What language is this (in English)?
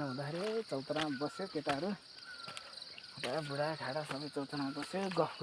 Nepali